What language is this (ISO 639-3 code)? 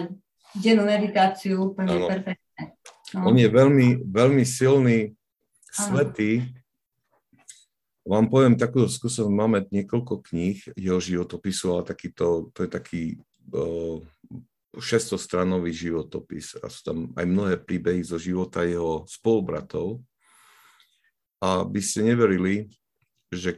slk